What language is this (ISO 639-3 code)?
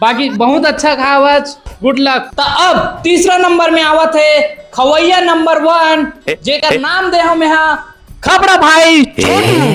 hne